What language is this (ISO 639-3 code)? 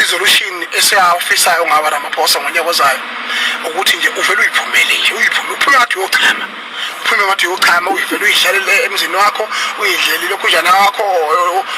zul